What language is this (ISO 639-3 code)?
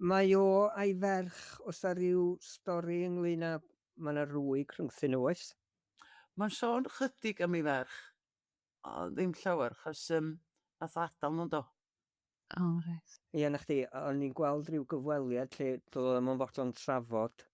cym